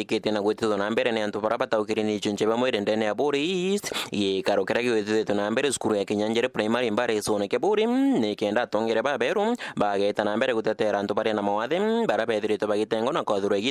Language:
Meru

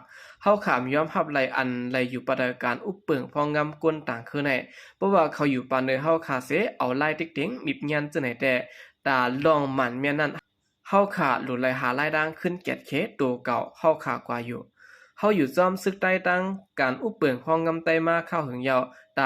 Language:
Shan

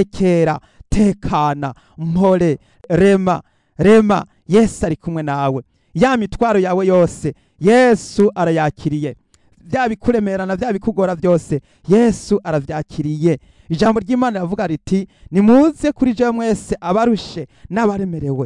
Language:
Rundi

